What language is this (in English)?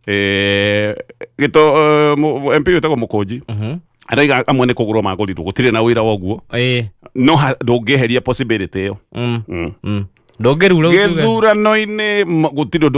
Kikuyu